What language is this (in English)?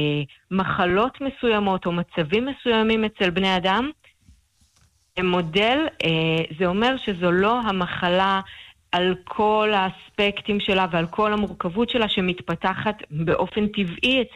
Hebrew